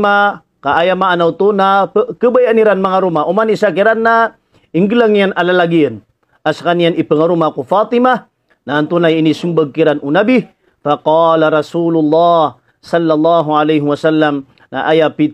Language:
Maranao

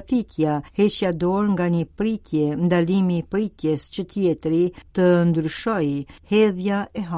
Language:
Albanian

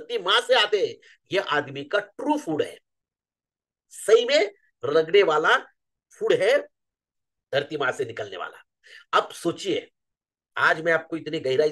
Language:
Hindi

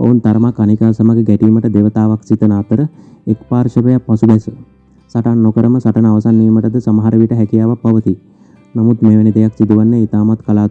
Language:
Sinhala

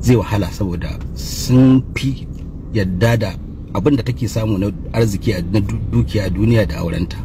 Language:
Hausa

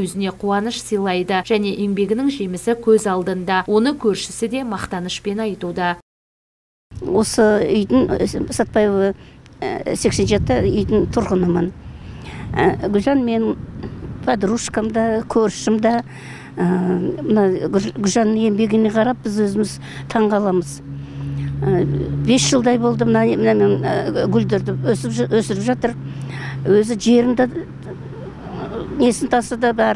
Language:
Kazakh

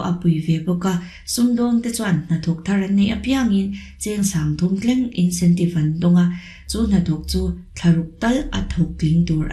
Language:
Mizo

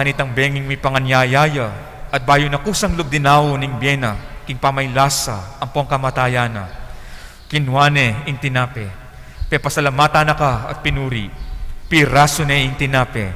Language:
Pampanga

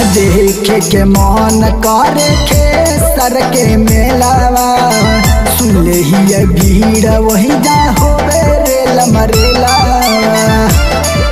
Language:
Bhojpuri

